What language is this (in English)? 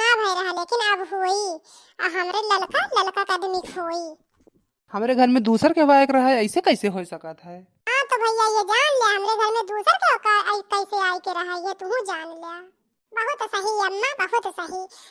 Awadhi